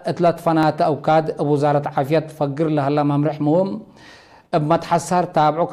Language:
Tigre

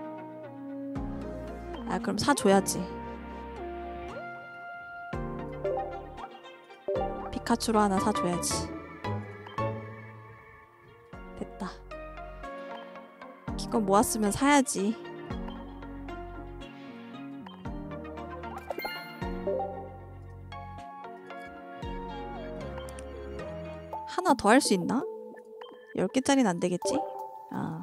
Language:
Korean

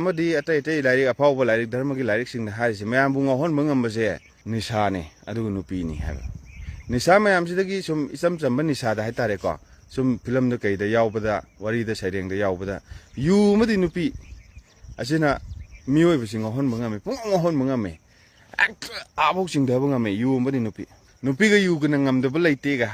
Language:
Manipuri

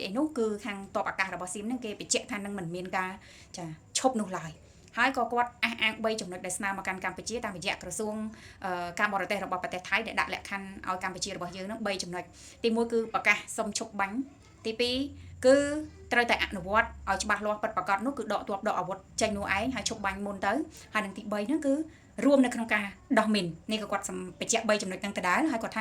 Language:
Khmer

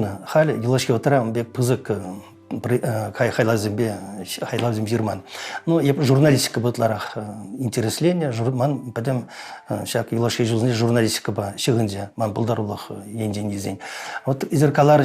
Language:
Chuvash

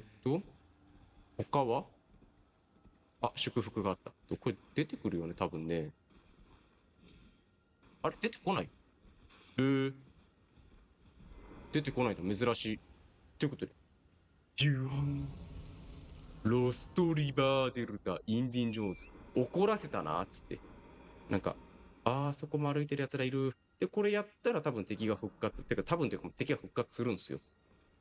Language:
Japanese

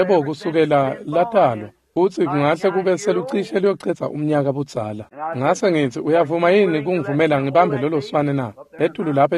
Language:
Swati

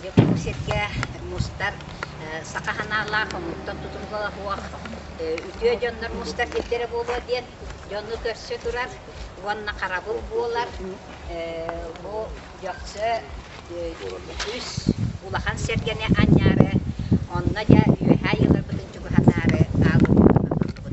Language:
Yakut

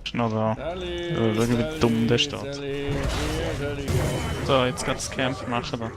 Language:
Swiss German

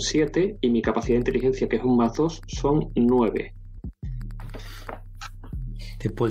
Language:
Spanish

